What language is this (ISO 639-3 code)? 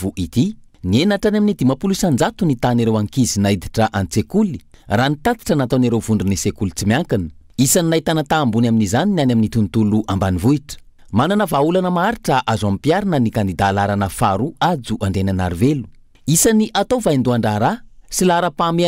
mlg